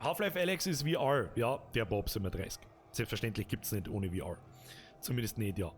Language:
Bavarian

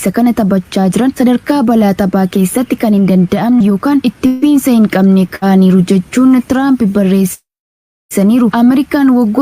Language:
Oromo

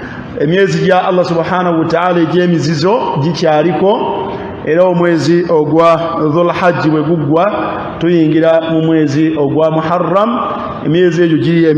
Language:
Ganda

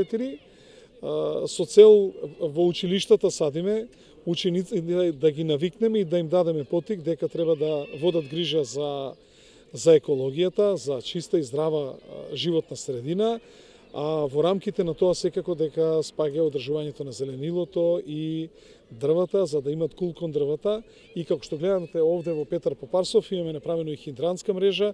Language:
Macedonian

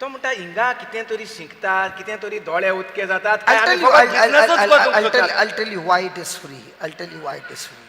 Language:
Konkani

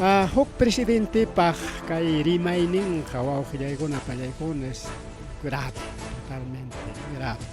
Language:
Ayacucho Quechua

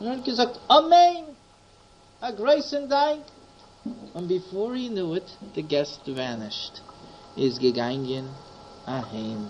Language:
Yiddish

